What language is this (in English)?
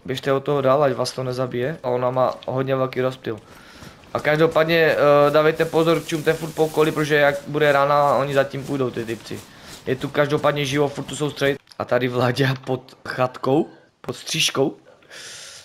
Czech